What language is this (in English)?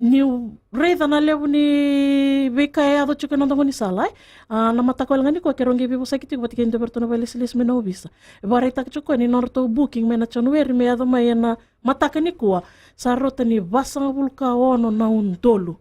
Fijian